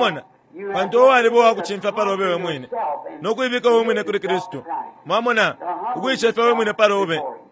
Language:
Bemba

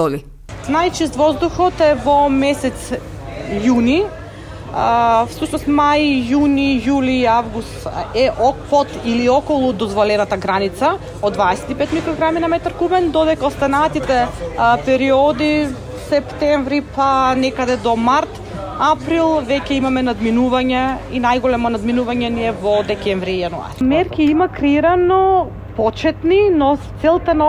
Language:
Macedonian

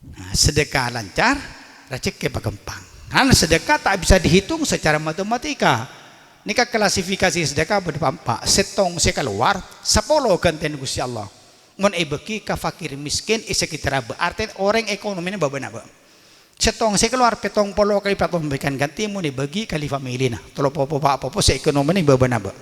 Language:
Madurese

